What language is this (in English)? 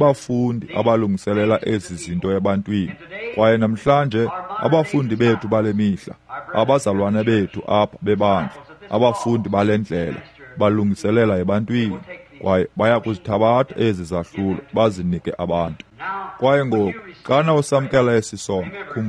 Xhosa